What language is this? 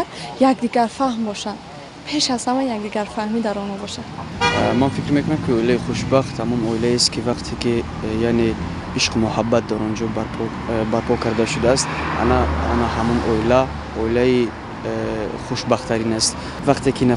Tajik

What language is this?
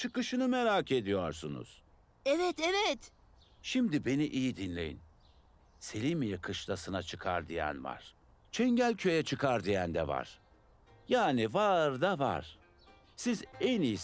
Turkish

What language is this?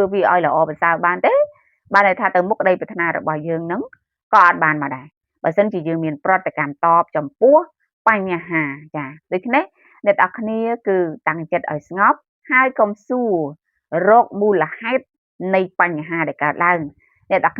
Khmer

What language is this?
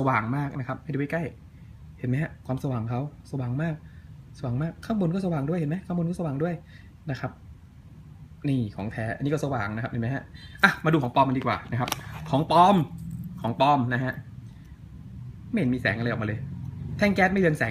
Thai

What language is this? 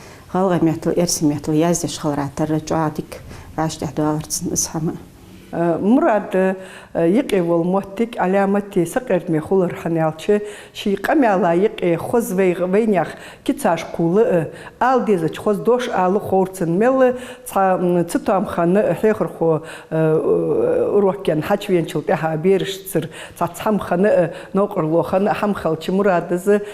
Ingush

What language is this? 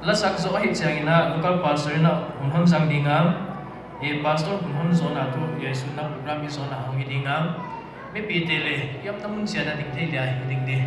Paite Chin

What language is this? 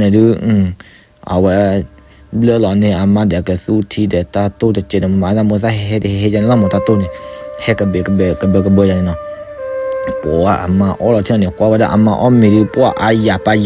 S'gaw Karen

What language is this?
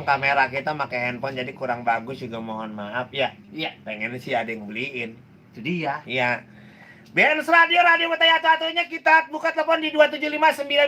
Betawi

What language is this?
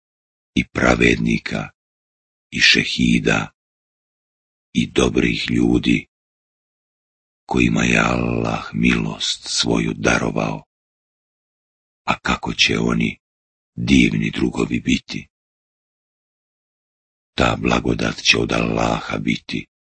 Bosnian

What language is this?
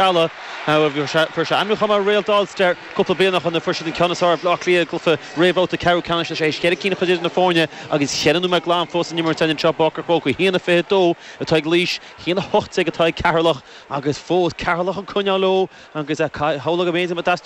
Irish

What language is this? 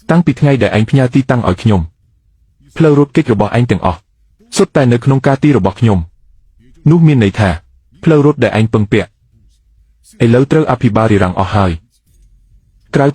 Khmer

